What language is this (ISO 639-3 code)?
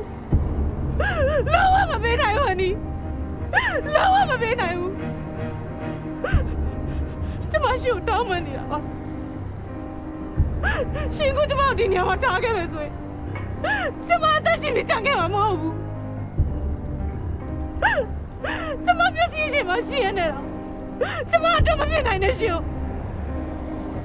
mya